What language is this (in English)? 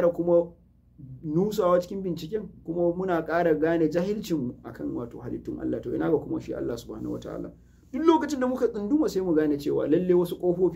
Hausa